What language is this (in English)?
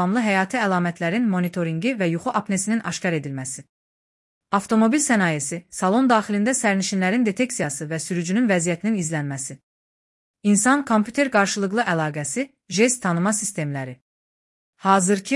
Azerbaijani